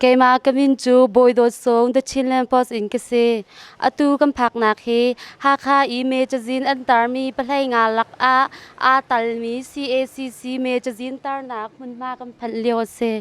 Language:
Hakha Chin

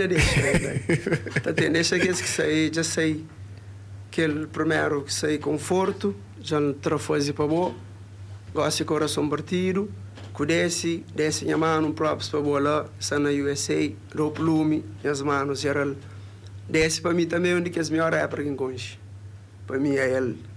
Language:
Kabuverdianu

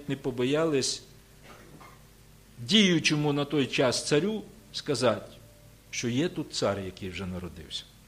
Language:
Ukrainian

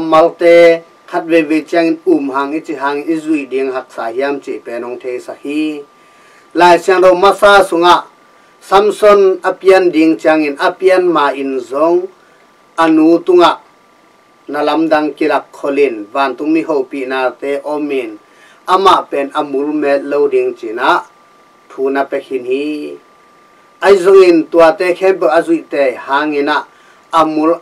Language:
Tedim Chin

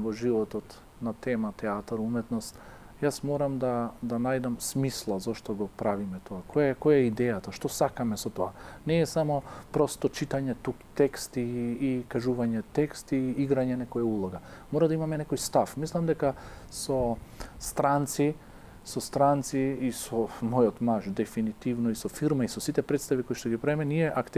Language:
Macedonian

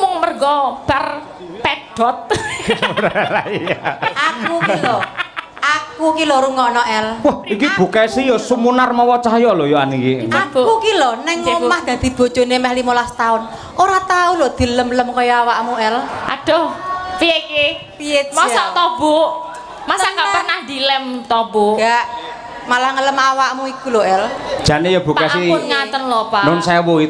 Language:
Javanese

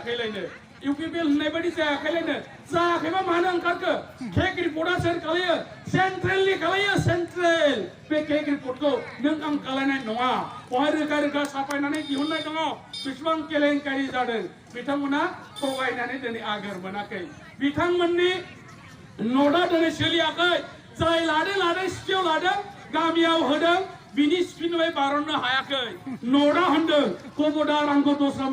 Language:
Bodo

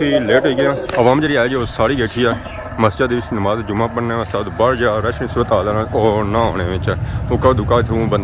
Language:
Pahari-Potwari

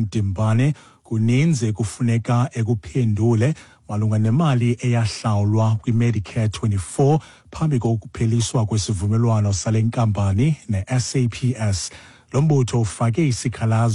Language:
Xhosa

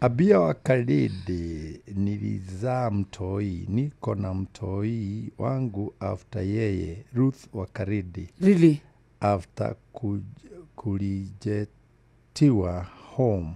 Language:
Kikuyu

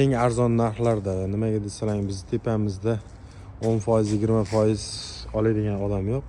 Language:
Uzbek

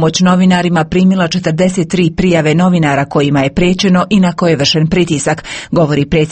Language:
Croatian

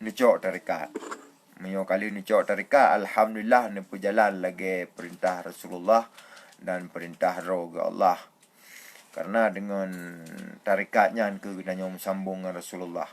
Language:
Achinese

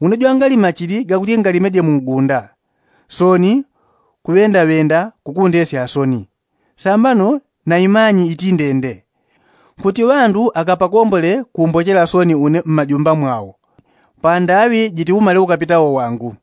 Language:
Yao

